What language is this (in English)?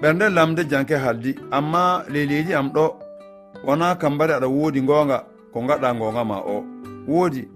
Fula